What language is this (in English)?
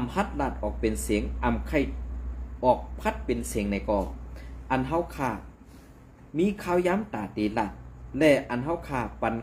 Shan